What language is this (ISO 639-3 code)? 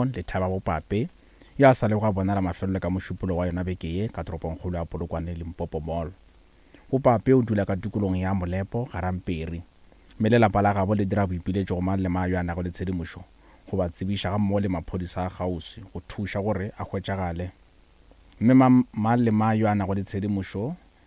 nso